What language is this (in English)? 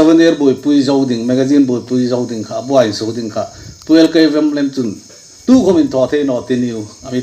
Hmar